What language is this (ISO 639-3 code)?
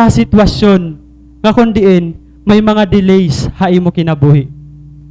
war